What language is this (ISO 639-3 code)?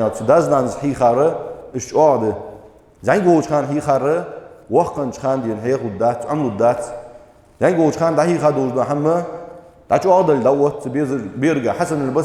inh